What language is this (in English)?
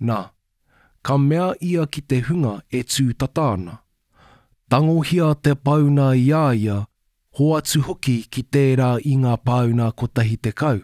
Māori